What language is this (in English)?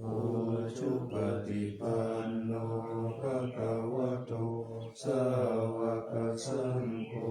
Pali